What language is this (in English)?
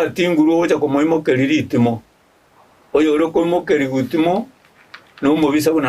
Gusii